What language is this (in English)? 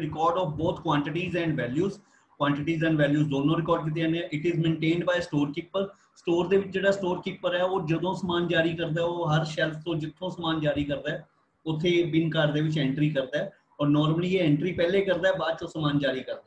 Punjabi